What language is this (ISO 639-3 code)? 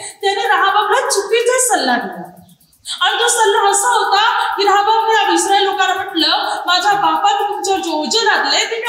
mar